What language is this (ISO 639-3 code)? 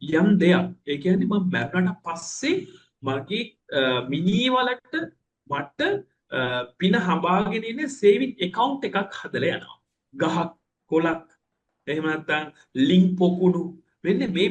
sin